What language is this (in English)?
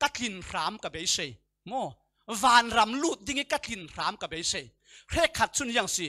Falam Chin